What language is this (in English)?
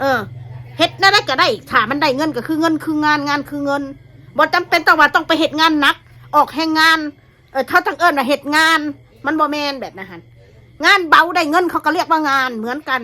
Northeastern Thai